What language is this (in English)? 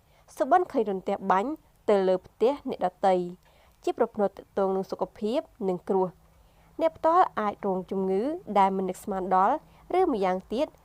Khmer